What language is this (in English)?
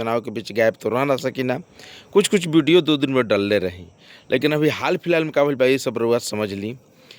Bhojpuri